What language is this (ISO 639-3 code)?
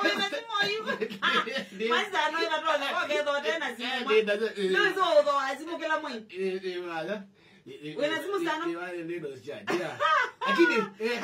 kam